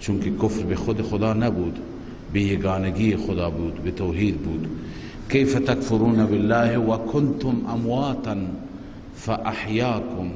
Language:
Persian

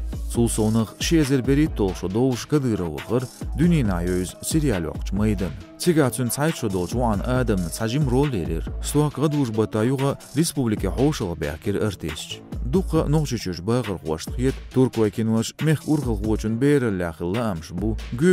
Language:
Chechen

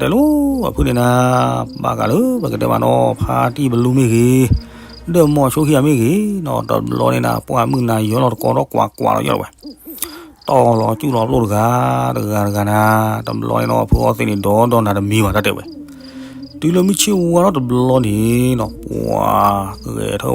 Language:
S'gaw Karen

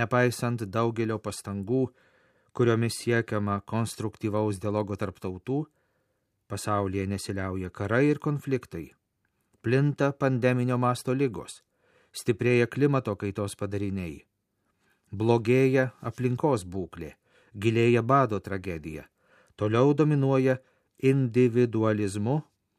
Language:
Lithuanian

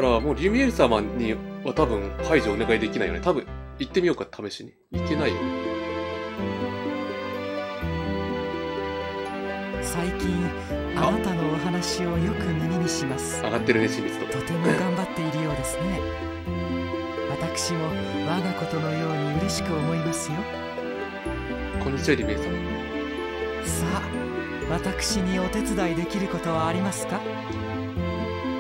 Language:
Japanese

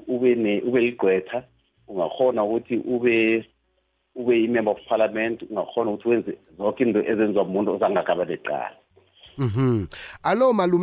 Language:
South Ndebele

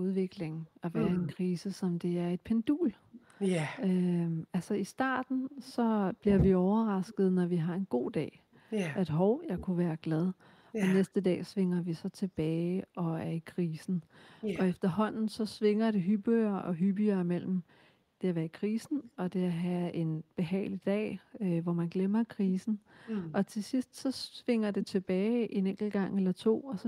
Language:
Danish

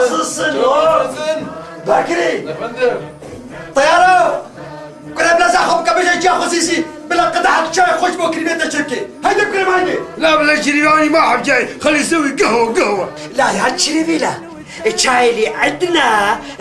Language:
Kurdish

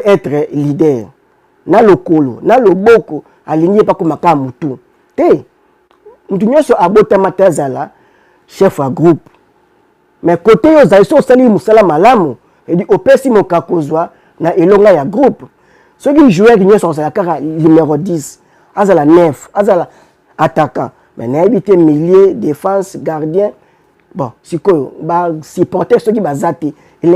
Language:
Lingala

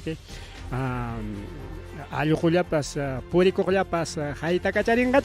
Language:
Ayacucho Quechua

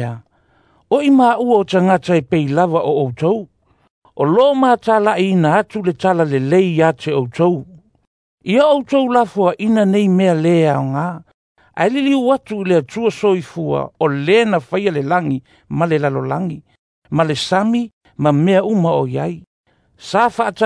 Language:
Samoan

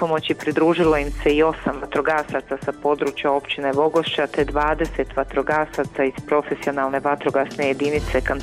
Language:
Bosnian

